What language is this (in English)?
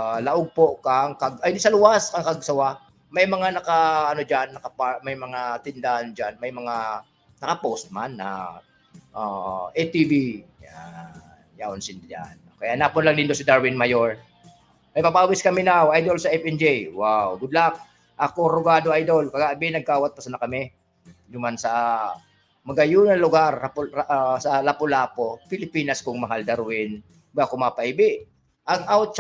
Bikol